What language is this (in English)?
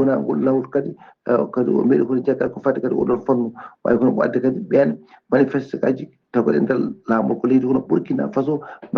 Fula